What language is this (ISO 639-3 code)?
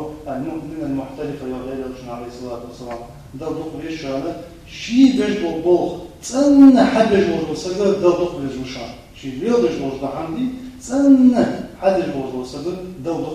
inh